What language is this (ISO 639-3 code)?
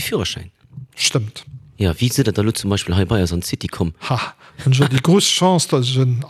ltz